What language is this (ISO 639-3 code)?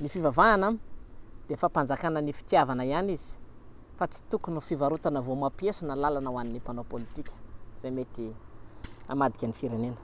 mlg